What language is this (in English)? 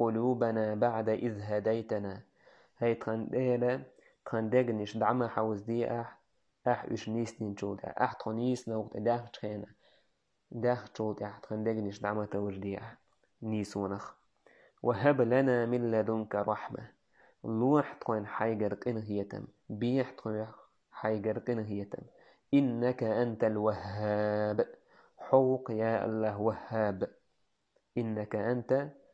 Chechen